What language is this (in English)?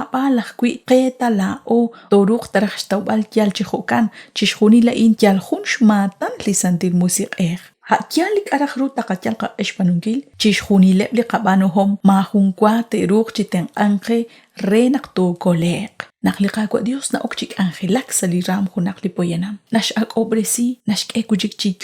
Kekchí